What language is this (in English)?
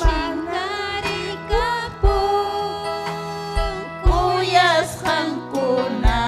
Ayacucho Quechua